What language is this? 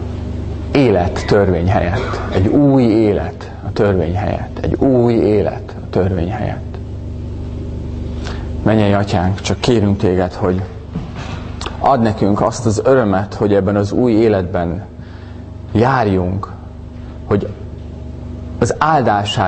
Hungarian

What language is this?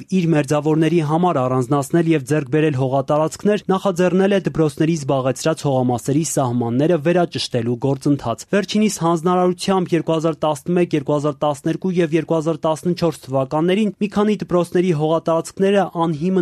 Armenian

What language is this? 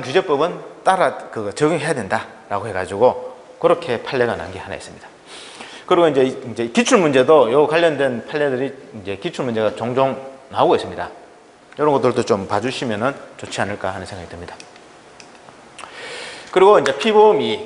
Korean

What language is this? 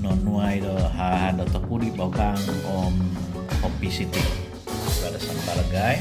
Central Dusun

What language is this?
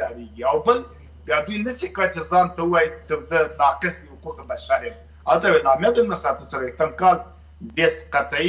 Pashto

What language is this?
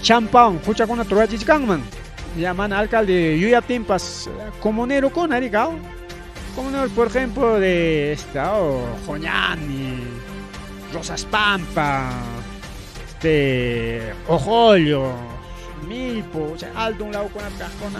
Ayacucho Quechua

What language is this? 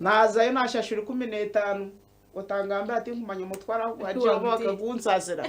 Nyankole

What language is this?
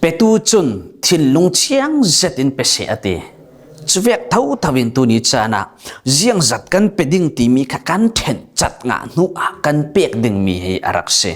Falam Chin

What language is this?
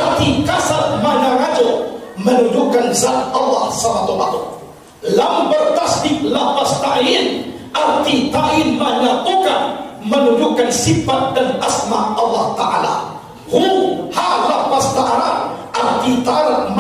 Minangkabau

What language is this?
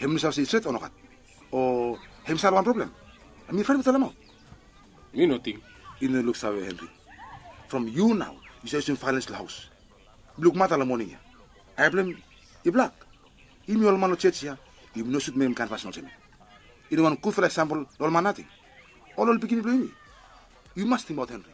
Bislama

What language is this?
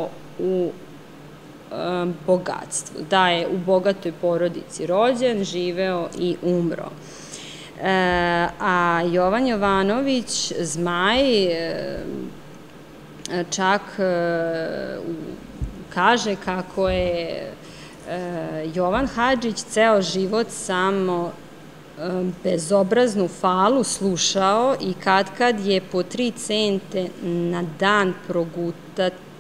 Serbian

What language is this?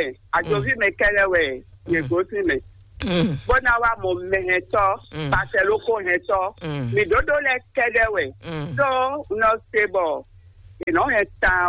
Fon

